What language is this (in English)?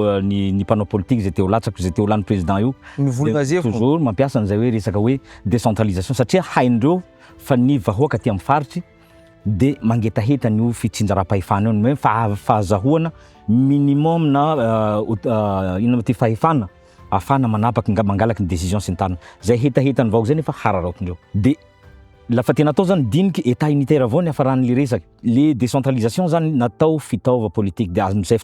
Malagasy